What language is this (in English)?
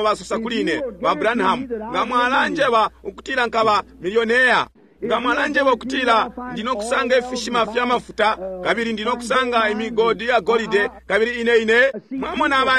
Bemba